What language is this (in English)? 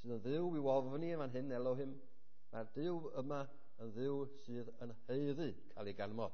Welsh